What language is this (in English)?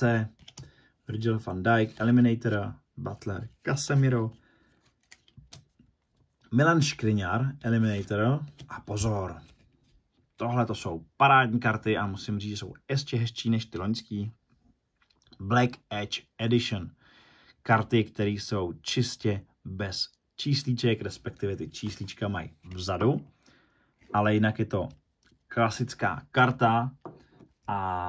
Czech